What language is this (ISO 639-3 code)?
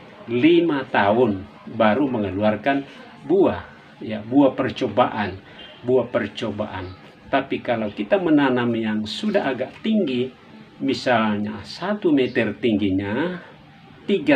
ind